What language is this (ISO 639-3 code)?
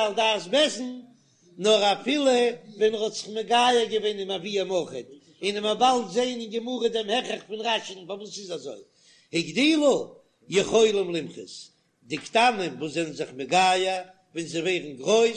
yid